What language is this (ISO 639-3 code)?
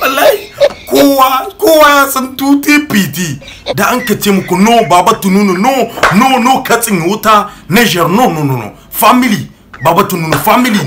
hau